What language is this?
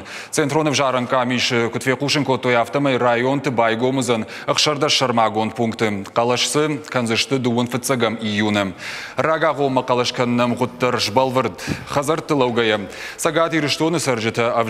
Ossetic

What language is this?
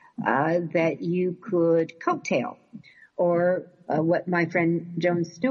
English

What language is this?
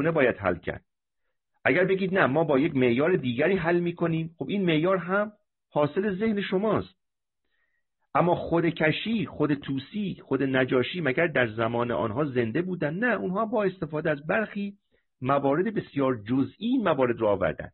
Persian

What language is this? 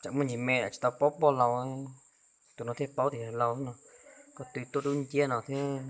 Hmong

